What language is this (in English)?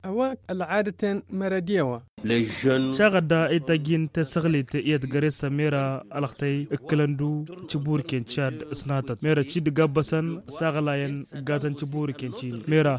Tamasheq